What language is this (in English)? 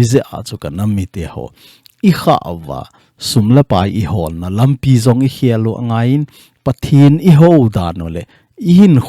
Thado Chin